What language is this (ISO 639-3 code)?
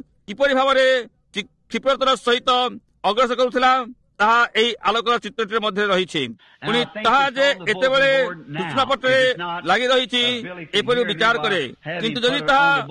ori